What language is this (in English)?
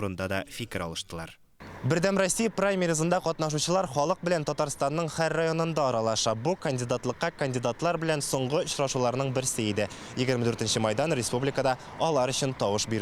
Tatar